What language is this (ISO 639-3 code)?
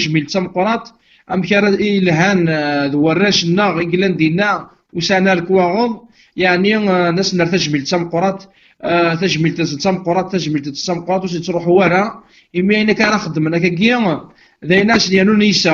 kab